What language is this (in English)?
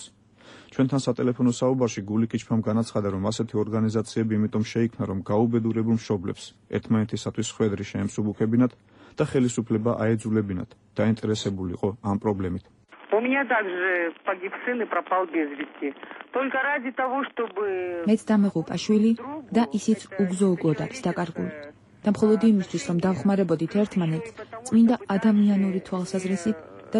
Georgian